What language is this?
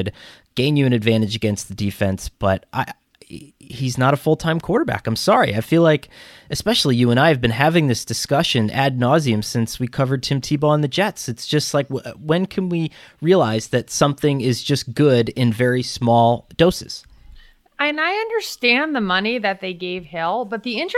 English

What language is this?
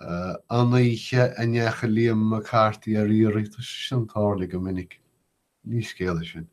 Irish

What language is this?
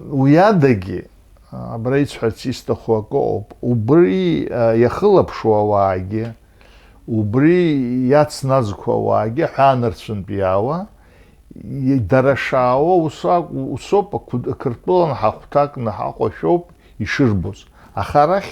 Abkhazian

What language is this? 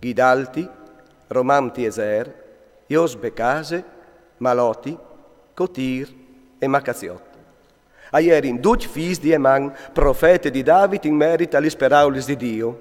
Friulian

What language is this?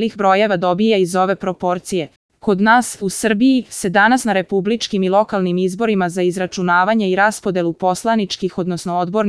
Serbian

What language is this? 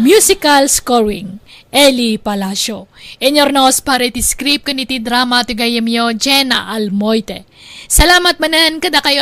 Iloko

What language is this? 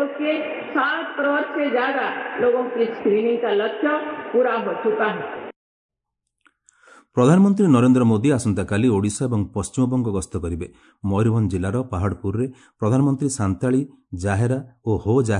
Odia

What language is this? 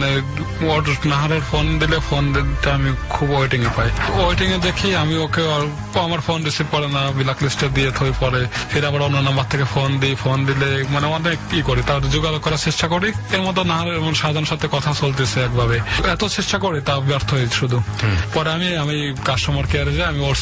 Bangla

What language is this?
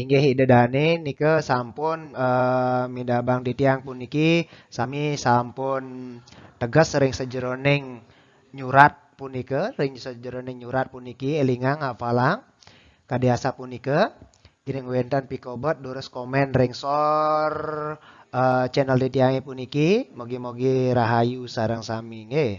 Balinese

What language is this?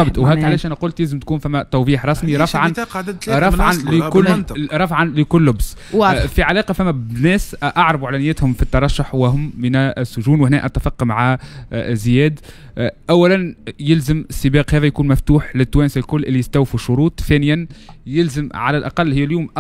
Tunisian Arabic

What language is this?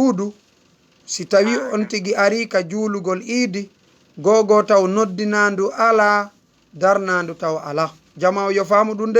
Fula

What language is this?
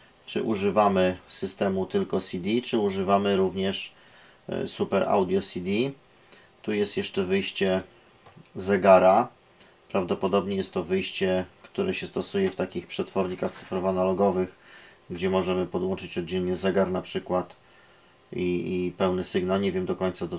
Polish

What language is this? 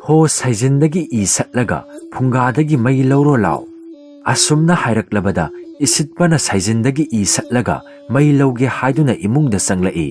Manipuri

